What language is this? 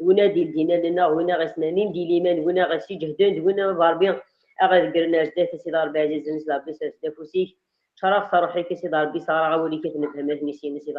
Kabyle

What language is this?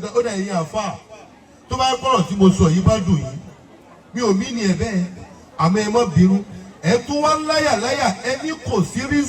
Yoruba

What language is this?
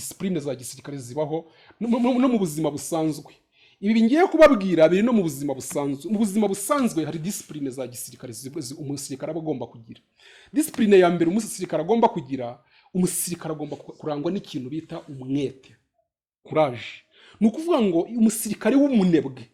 Kinyarwanda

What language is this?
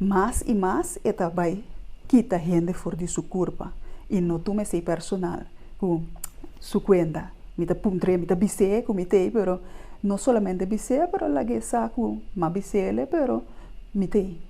Papiamento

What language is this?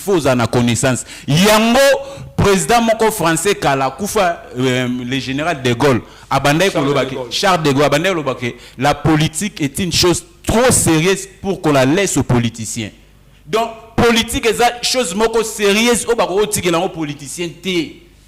Lingala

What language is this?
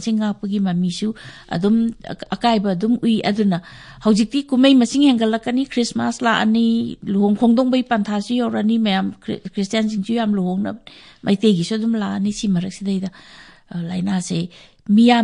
Manipuri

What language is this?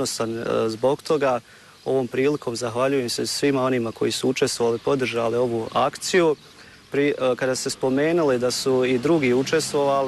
Bosnian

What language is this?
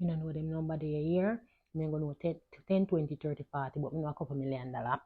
Jamaican Creole English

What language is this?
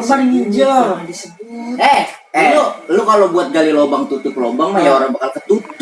Betawi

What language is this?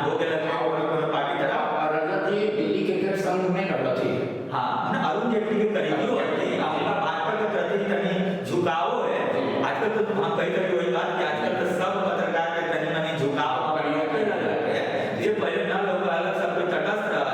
Magahi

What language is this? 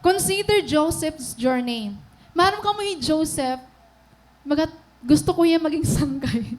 Waray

